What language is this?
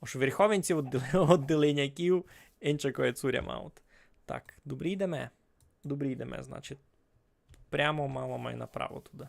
Rusyn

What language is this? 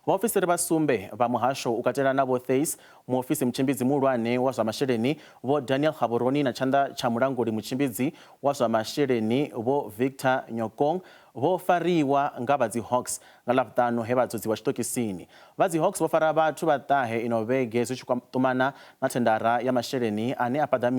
Venda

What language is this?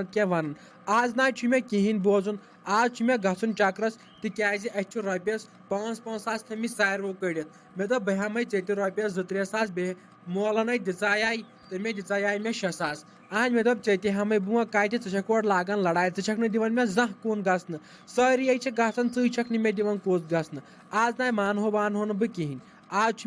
Kashmiri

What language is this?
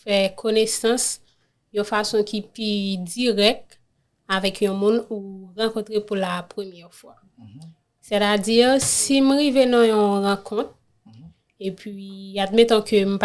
Haitian Creole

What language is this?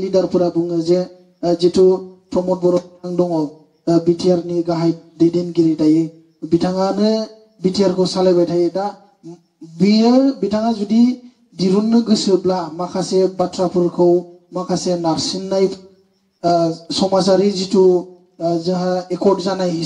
Bodo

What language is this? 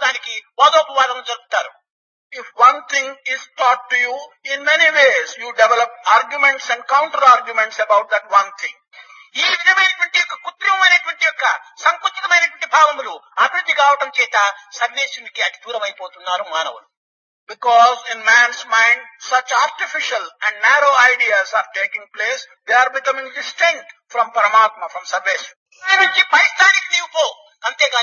Telugu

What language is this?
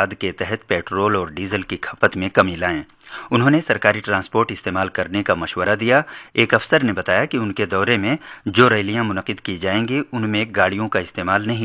Urdu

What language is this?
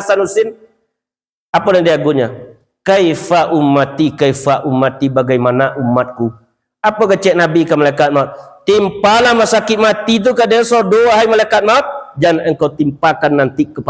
Minangkabau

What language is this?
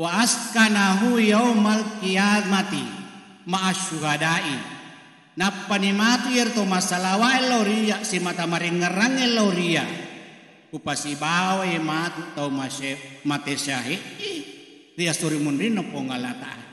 Buginese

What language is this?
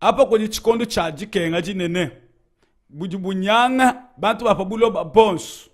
Luba-Lulua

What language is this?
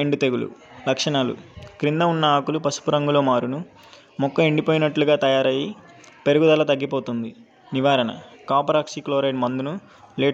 Telugu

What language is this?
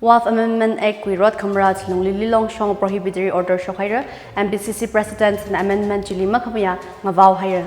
Tangkhul Naga (India)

